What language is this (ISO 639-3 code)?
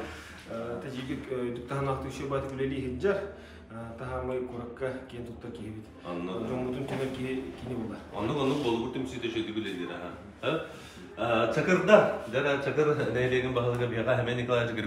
sah